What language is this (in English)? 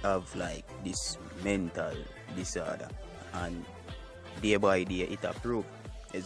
Jamaican Creole English